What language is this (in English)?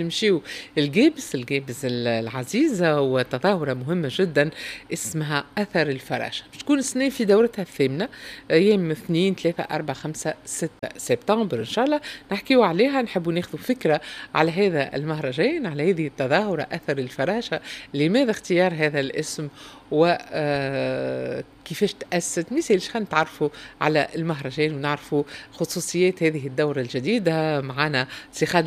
Tunisian Arabic